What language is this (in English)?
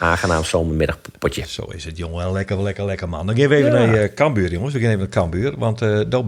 Western Frisian